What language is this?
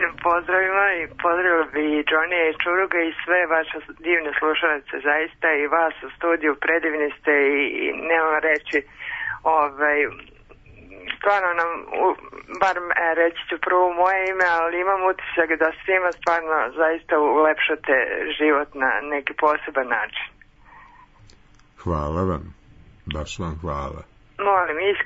Serbian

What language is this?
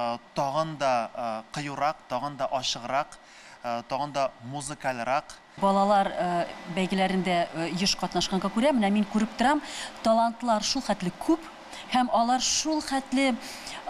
Tatar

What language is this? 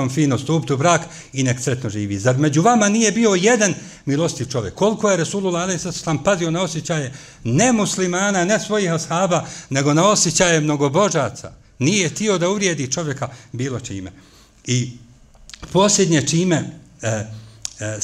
Bosnian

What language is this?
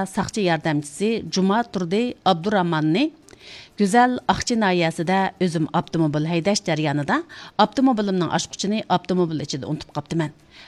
Uyghur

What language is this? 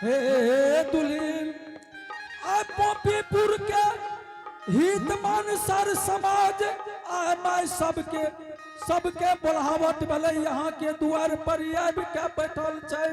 Angika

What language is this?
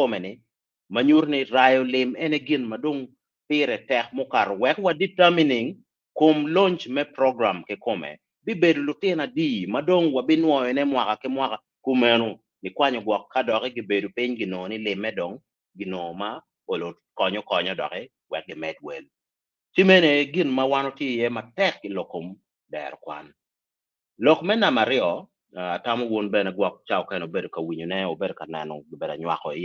Acoli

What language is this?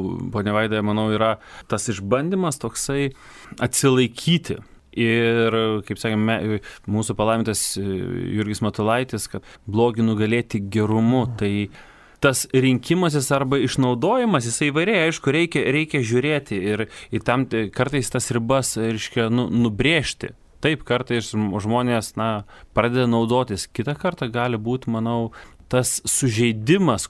Lithuanian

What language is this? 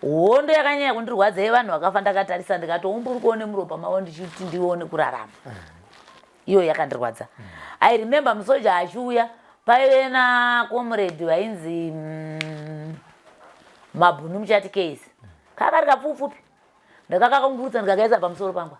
Shona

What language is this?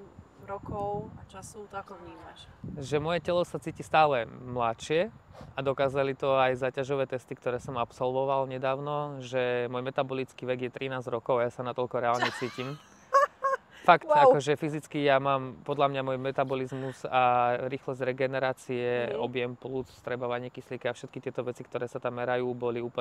Slovak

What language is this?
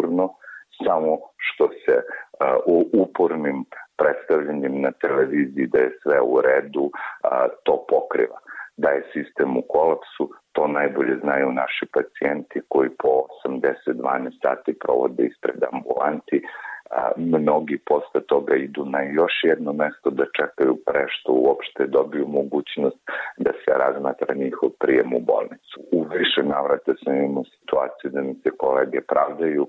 Serbian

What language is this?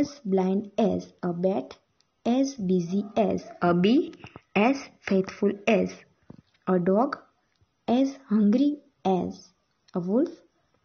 Gujarati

